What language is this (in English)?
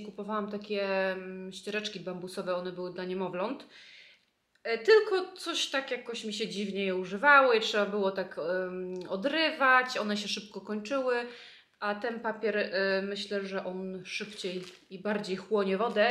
Polish